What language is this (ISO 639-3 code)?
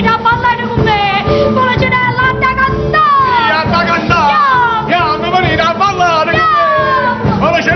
nap